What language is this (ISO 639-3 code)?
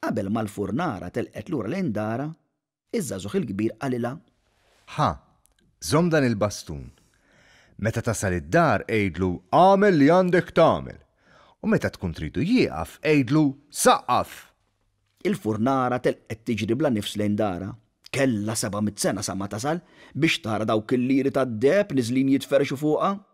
mlt